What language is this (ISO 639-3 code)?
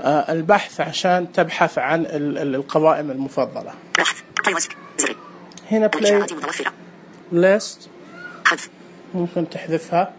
ars